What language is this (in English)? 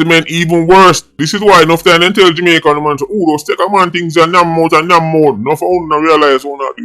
Jamaican Creole English